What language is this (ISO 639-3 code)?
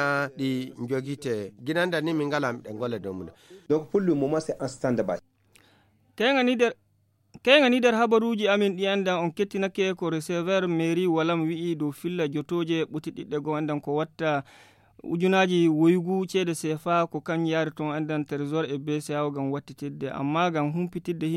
fuv